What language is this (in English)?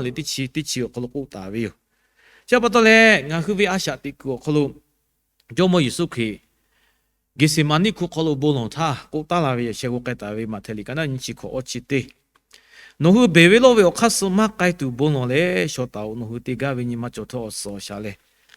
Lahu